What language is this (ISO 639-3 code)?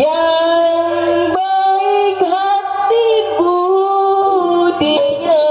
bew